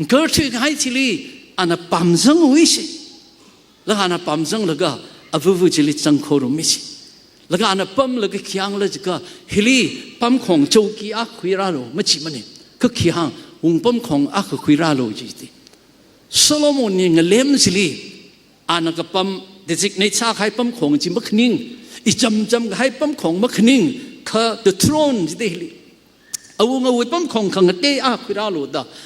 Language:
Tangkhul Naga (India)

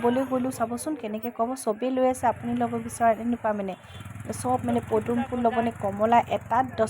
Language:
Assamese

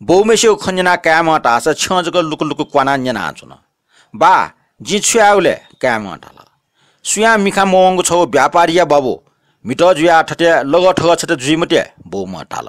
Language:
Newari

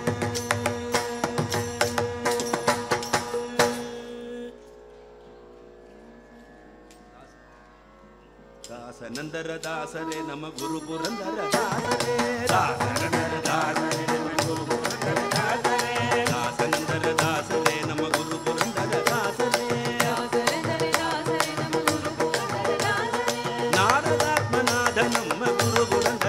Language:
Kannada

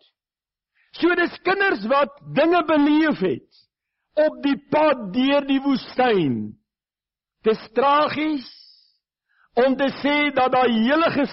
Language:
Afrikaans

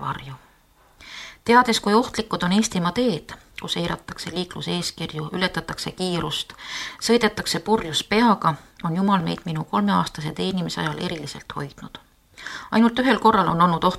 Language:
Estonian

